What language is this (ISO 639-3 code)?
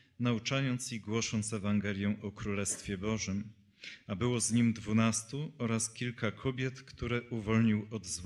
pol